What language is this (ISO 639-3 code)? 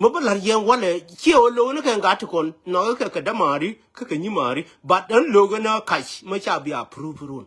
nus